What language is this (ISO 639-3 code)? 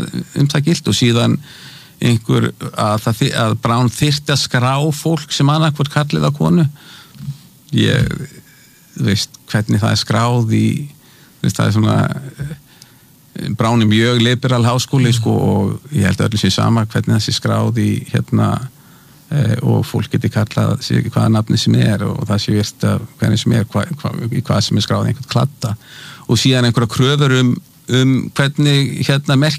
isl